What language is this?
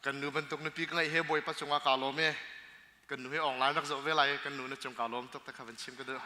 Hakha Chin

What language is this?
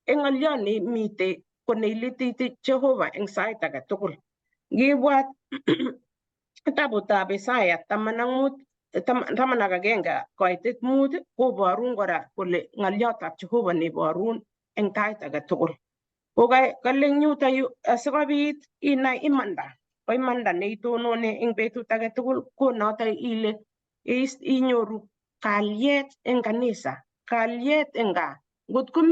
Kalenjin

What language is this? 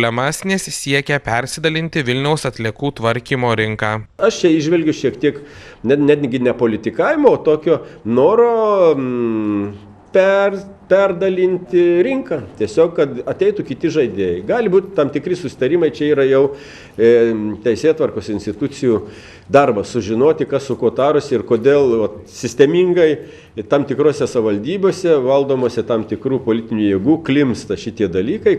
Lithuanian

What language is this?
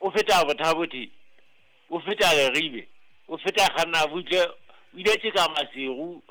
Southern Sotho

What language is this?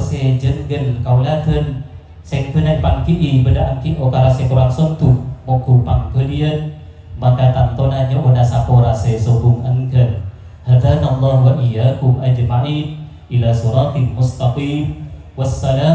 Madurese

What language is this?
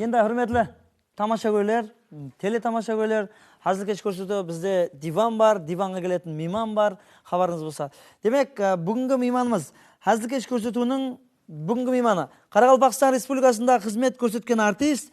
Kara-Kalpak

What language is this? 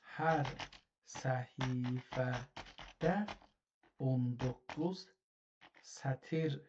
South Azerbaijani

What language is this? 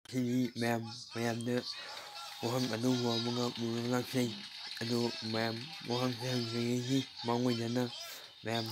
Manipuri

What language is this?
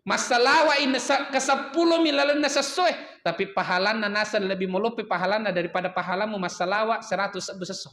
Buginese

